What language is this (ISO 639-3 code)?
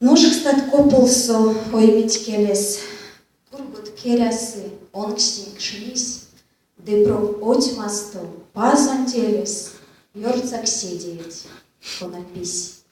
myv